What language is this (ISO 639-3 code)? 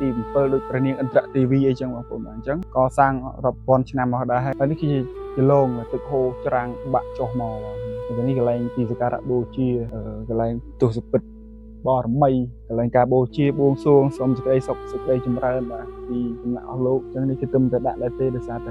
khm